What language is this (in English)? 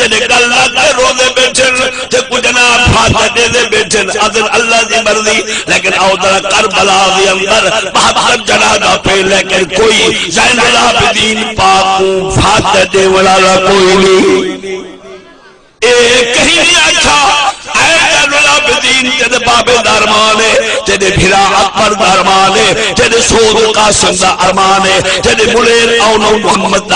Saraiki